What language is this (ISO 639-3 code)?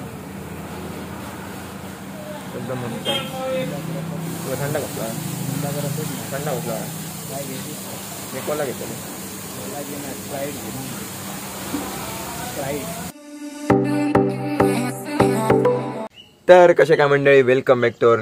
mar